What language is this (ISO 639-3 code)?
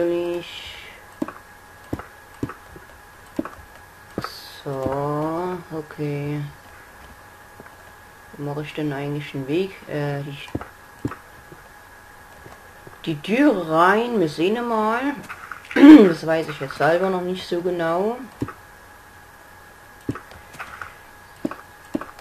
deu